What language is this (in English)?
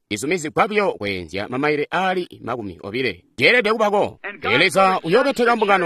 Tonga (Zambia)